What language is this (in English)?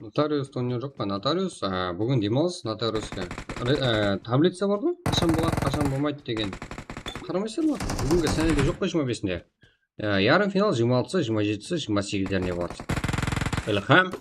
Kara-Kalpak